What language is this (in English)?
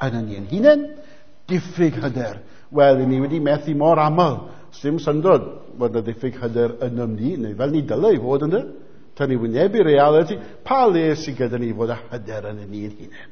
Welsh